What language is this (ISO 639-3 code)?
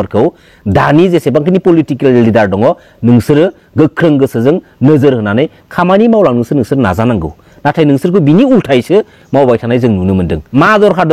brx